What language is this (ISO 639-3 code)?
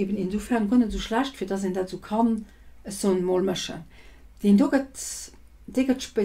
ltz